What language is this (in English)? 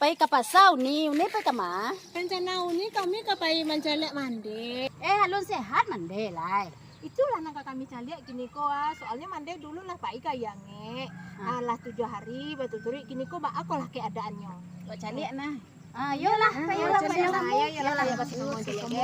Minangkabau